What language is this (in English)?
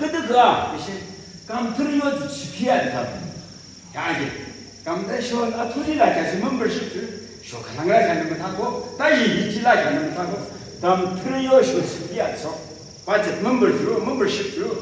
Yimchungru Naga